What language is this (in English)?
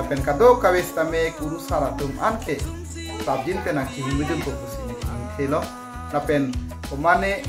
Karbi